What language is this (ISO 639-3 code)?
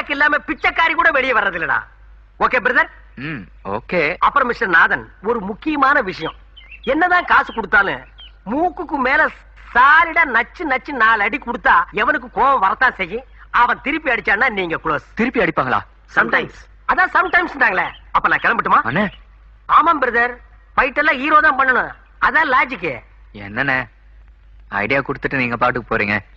tam